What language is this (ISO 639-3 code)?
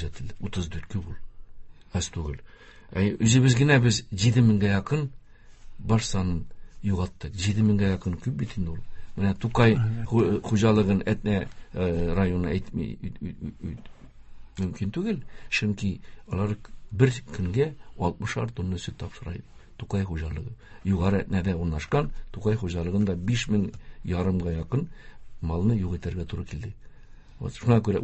tat